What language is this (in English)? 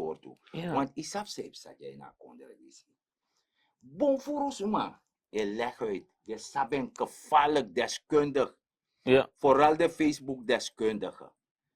Sranan Tongo